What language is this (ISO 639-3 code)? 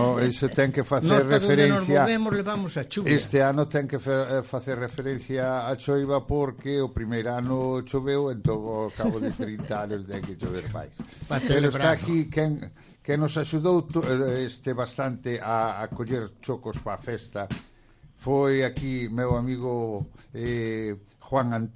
glg